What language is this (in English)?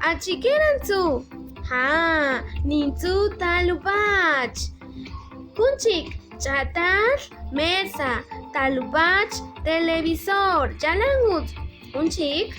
Kaqchikel